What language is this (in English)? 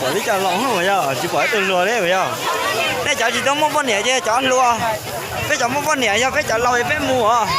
Hmong